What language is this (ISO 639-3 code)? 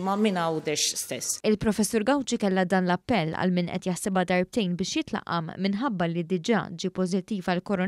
mlt